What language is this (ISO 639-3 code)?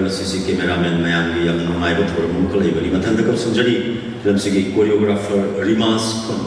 mni